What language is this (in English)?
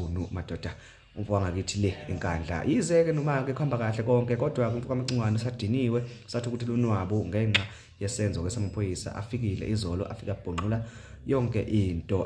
Zulu